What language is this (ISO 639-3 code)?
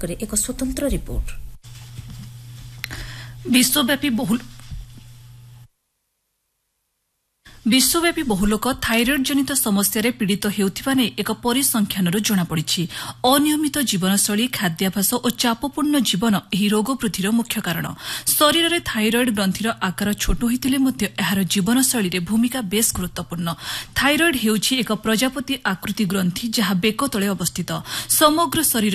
ori